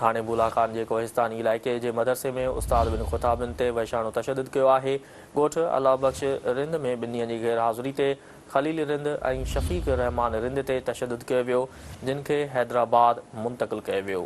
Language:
Sindhi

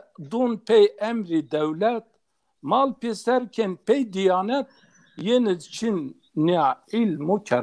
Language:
Zaza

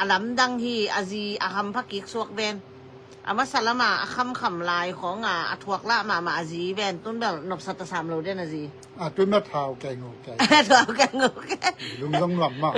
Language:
Tedim Chin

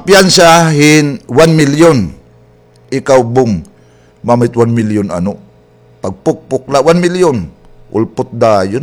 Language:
Waray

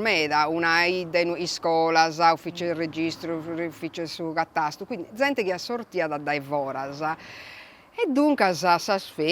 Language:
Sardinian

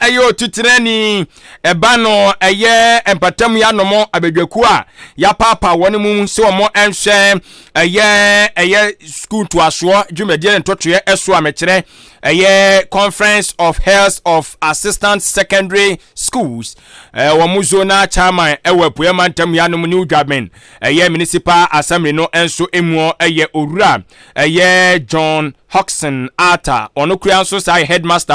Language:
Akan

